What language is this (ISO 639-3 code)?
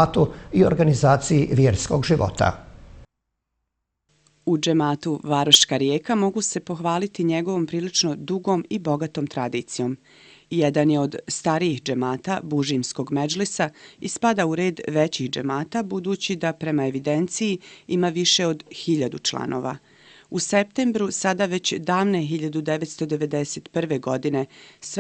bos